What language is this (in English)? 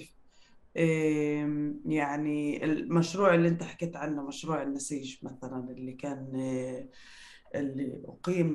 North Levantine Arabic